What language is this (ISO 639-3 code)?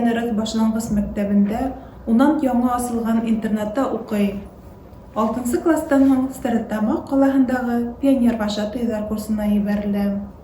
bak